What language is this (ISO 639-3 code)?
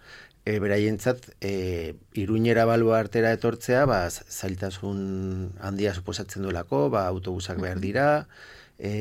eus